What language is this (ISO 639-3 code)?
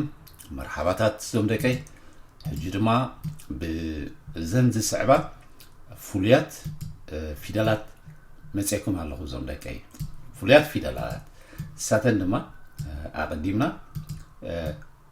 tir